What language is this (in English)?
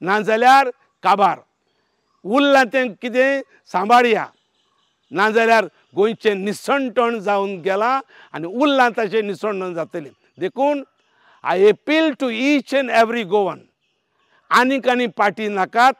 Konkani